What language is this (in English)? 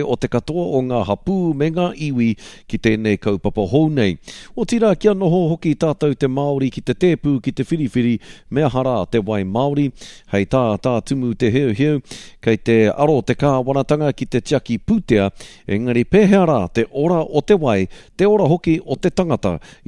Māori